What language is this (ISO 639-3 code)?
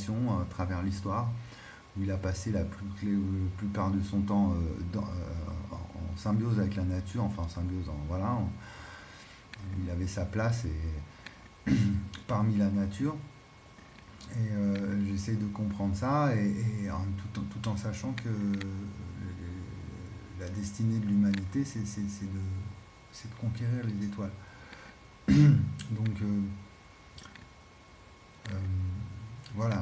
fra